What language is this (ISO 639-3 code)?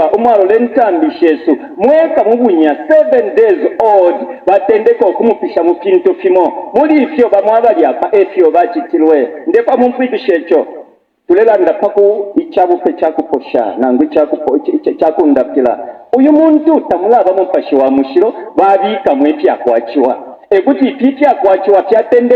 bem